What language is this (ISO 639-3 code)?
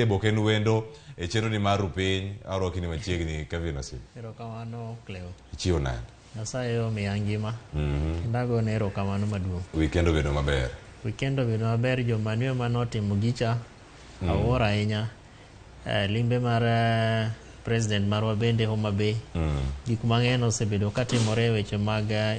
luo